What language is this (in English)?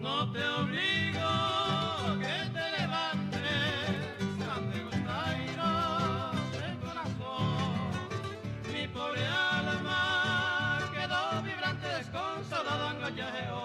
Guarani